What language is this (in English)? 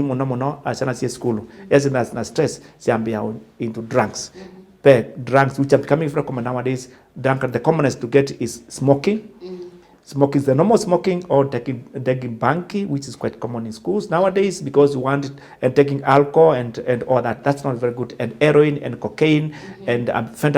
Kamba